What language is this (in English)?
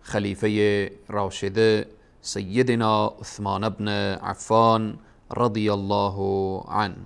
Persian